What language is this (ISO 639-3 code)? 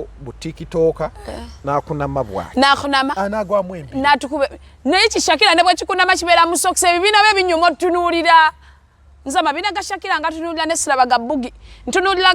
lug